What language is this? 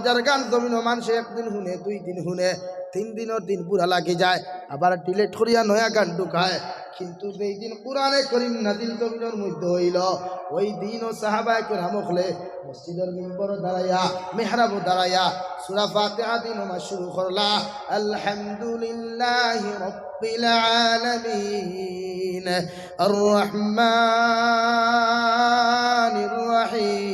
Sylheti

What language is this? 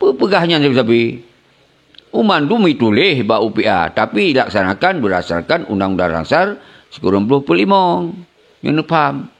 Achinese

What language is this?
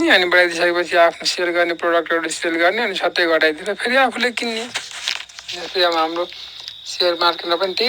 Nepali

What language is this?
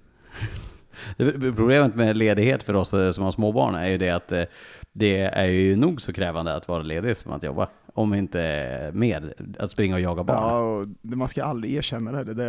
Swedish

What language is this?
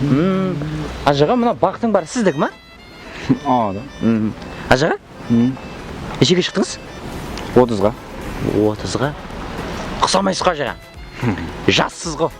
Kara-Kalpak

